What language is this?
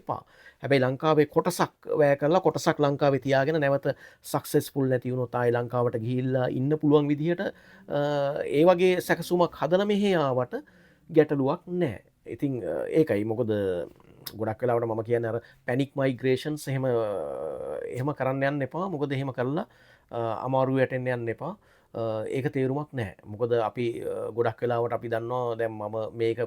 Sinhala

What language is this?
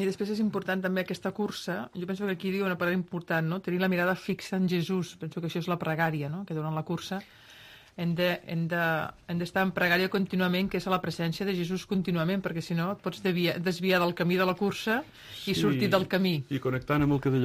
Catalan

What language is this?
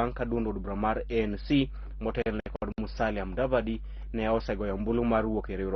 Luo (Kenya and Tanzania)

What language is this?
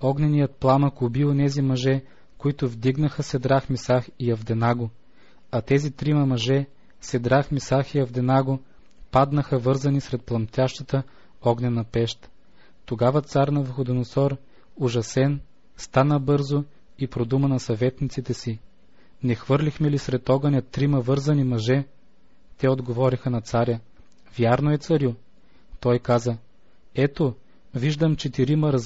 Bulgarian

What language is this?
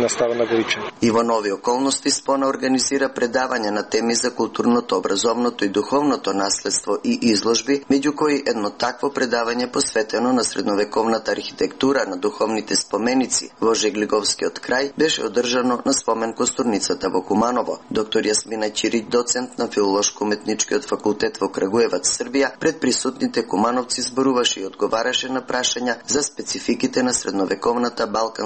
Macedonian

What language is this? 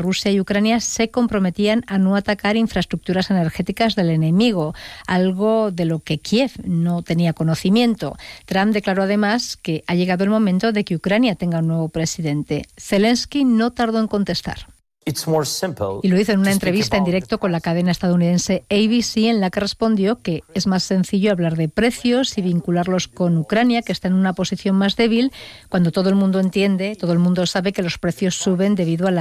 Spanish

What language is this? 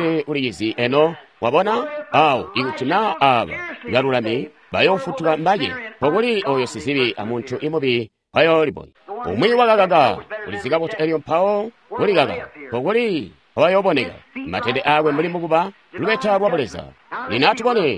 Tonga (Zambia)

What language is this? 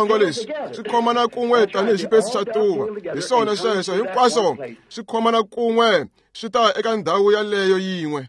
Tsonga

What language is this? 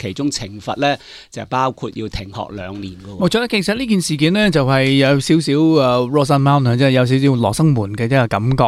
Cantonese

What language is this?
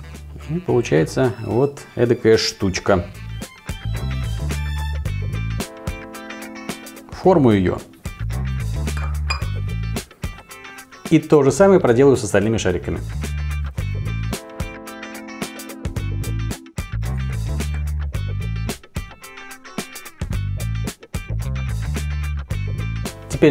Russian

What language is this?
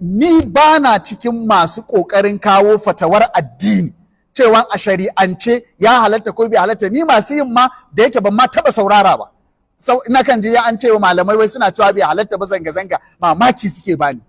Hausa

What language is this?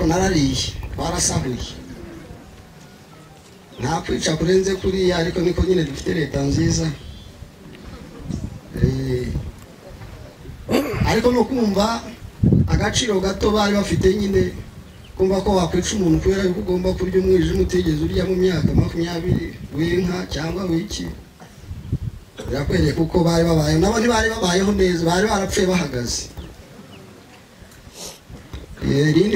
Kinyarwanda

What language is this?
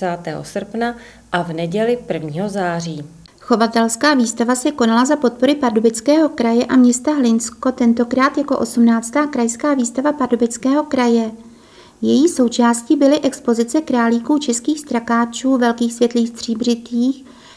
Czech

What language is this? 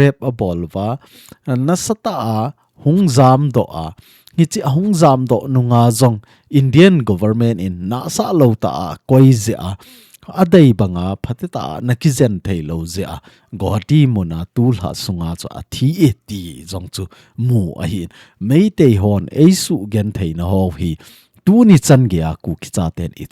Thado Chin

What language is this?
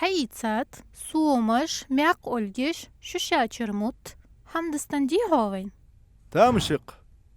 Ingush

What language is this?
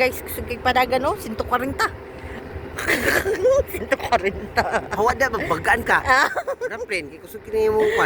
Cebuano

